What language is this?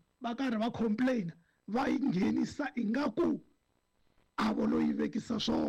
Tsonga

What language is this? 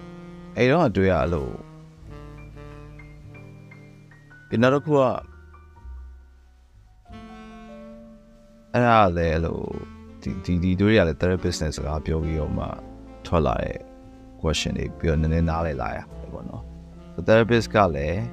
Burmese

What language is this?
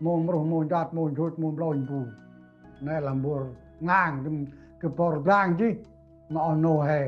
Central Mnong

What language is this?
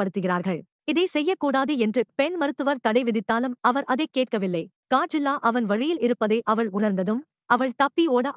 Tamil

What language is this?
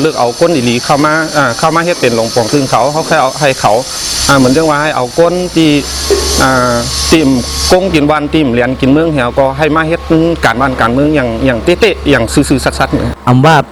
Shan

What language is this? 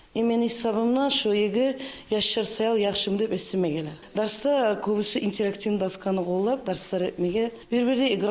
Kumyk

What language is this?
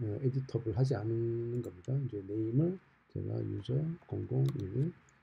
Korean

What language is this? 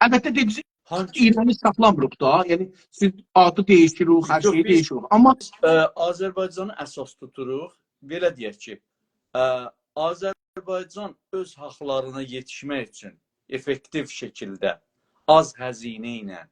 South Azerbaijani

